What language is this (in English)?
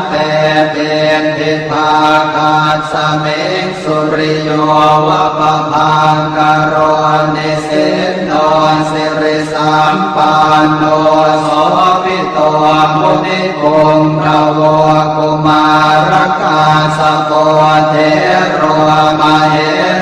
Pali